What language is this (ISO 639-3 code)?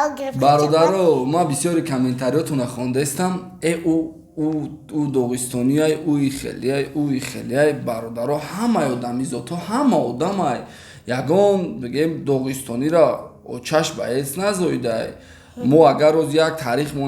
tgk